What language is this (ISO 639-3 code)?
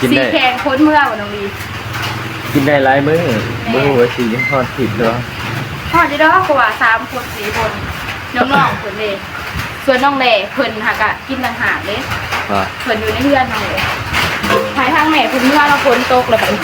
tts